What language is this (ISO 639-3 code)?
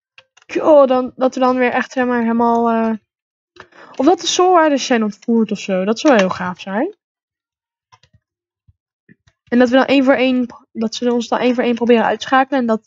nld